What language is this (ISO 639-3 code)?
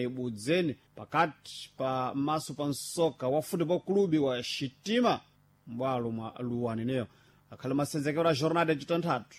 seh